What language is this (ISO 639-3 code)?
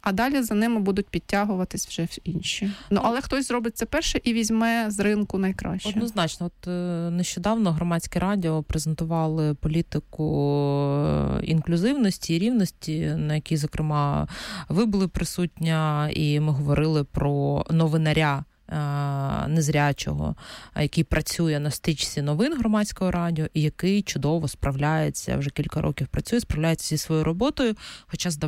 ukr